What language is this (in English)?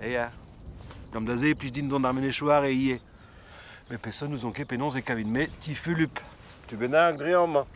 Breton